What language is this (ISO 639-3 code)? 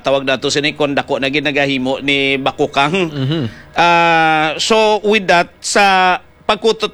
hil